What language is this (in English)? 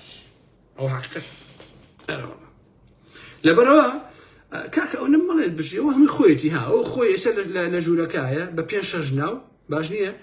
Central Kurdish